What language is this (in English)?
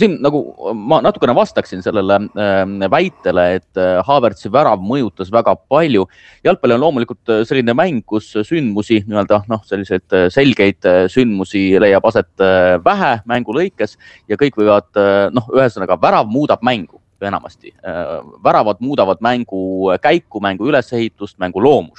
Estonian